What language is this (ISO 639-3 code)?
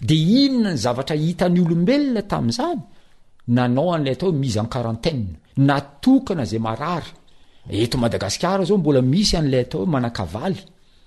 mlg